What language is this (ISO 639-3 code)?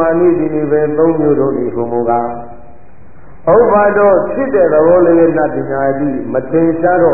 mya